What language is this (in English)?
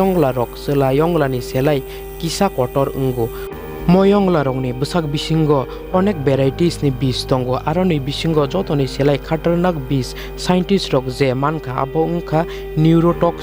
Kok Borok